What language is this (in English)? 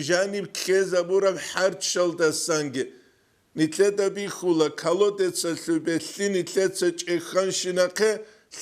Avaric